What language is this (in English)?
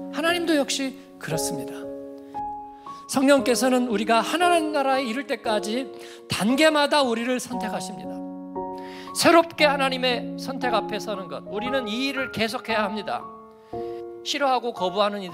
Korean